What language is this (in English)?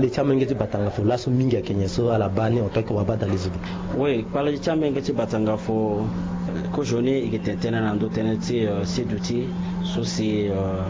Sango